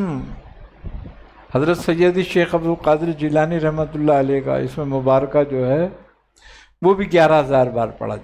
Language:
Urdu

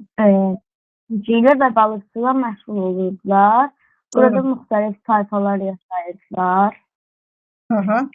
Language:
Azerbaijani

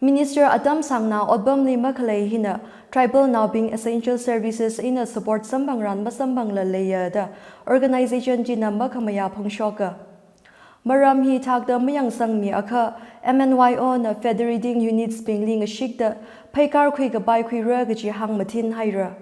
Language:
Tangkhul Naga (India)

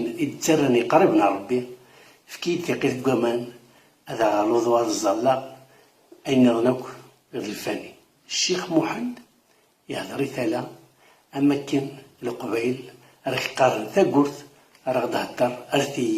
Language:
Kabyle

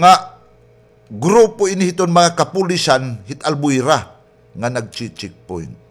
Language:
Waray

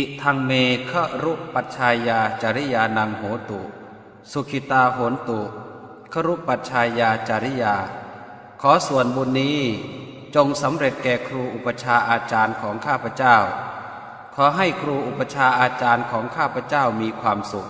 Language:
Pali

